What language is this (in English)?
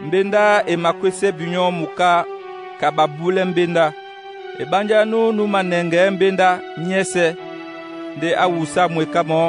Duala